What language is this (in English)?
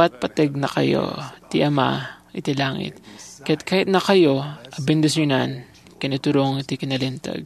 Iloko